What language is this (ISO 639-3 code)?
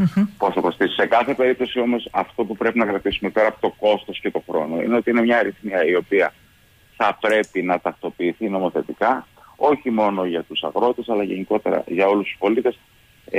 ell